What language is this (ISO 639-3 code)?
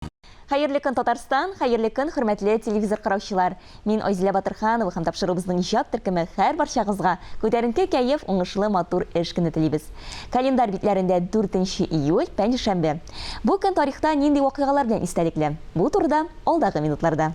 tat